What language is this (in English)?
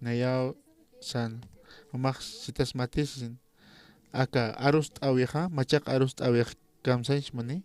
Aymara